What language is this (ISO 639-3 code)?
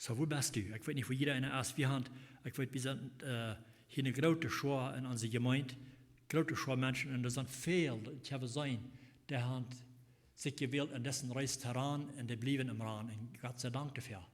pdt